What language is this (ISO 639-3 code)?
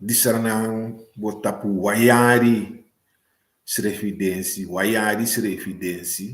srn